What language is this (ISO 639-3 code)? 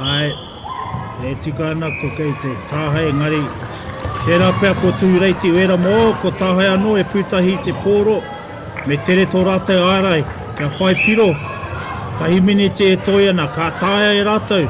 mri